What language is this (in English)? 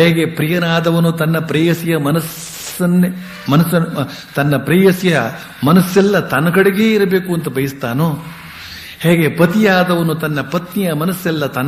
Kannada